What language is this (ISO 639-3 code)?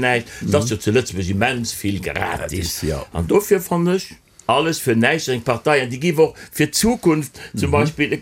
ltz